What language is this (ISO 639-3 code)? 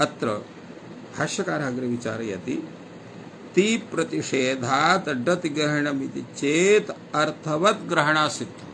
san